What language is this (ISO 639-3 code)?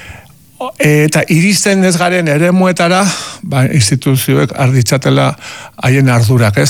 eus